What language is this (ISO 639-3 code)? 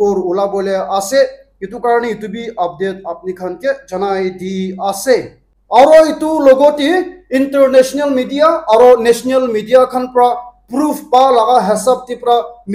nag